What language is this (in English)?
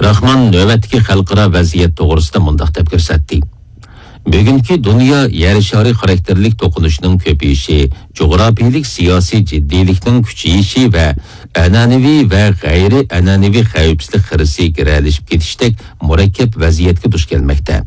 Uyghur